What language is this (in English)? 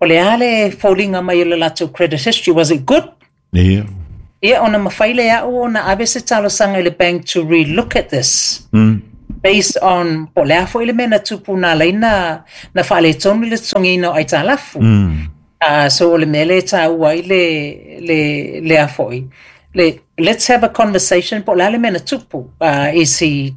Samoan